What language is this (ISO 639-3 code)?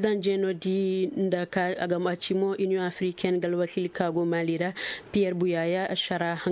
ses